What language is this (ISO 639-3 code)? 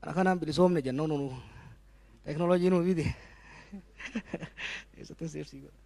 orm